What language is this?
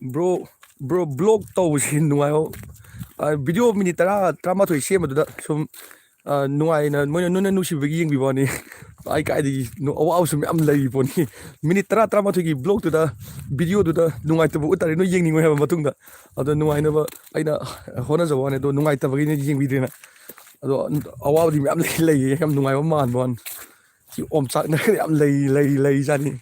Manipuri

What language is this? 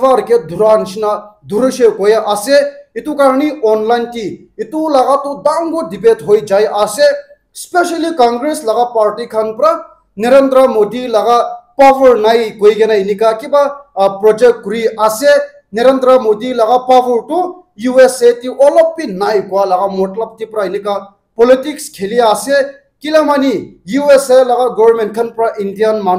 Naga Pidgin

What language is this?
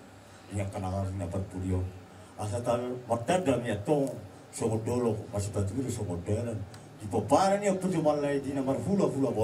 Batak Toba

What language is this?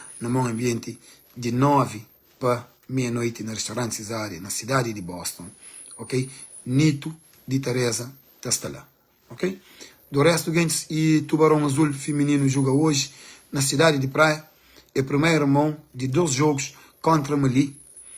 Kabuverdianu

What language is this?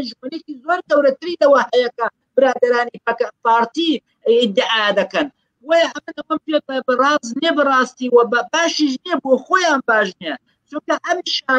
Central Kurdish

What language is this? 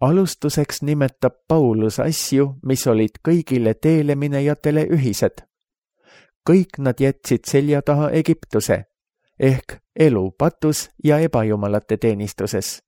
Estonian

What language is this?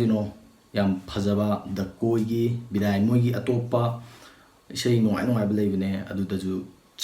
Manipuri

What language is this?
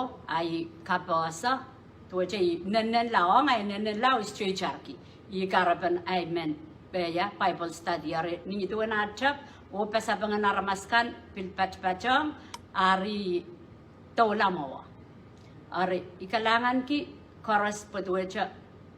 Pohnpeian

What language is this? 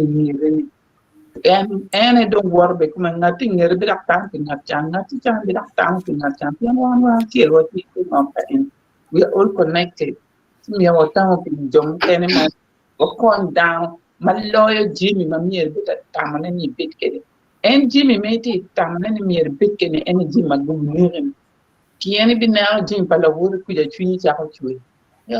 Acoli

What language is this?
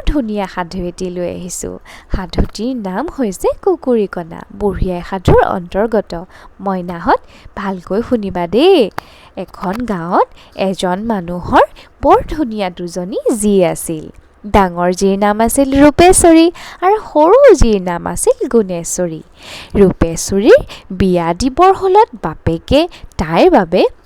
Assamese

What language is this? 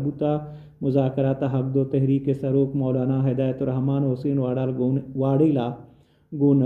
Baluchi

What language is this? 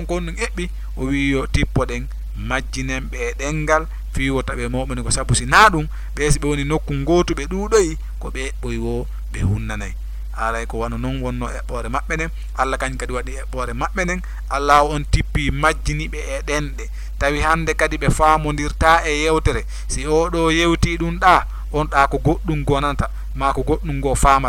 Fula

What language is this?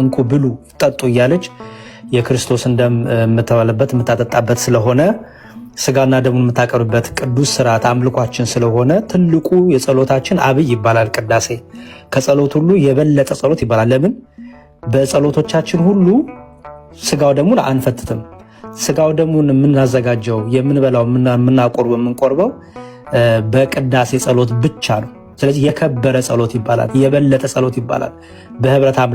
Amharic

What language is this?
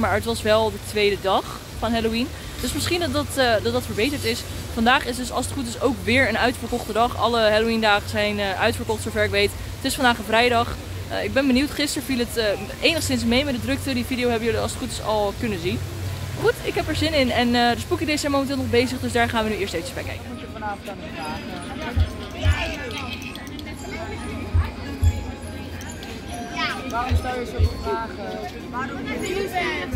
Dutch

